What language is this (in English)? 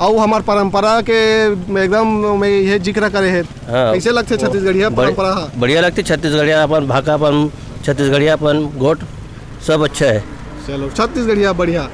Chhattisgarhi